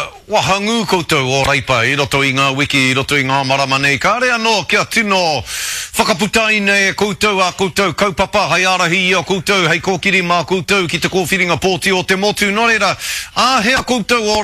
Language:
Māori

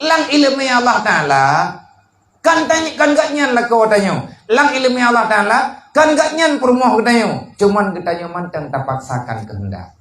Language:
Achinese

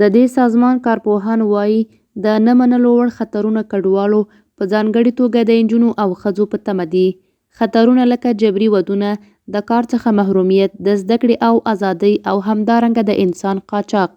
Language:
Pashto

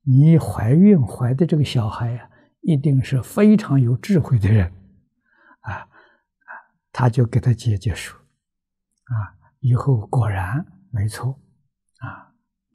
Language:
Chinese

